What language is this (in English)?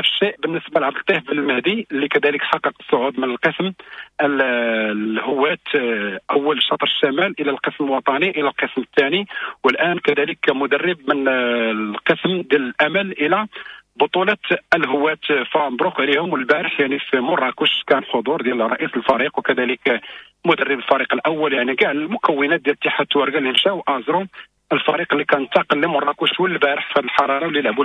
Moroccan Arabic